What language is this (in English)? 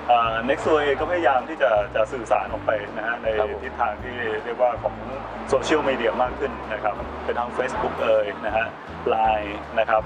Thai